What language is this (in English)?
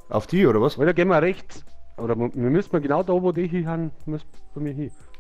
Bavarian